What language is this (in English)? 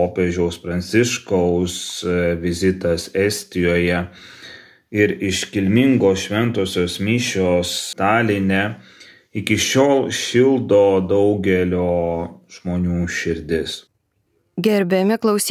Lithuanian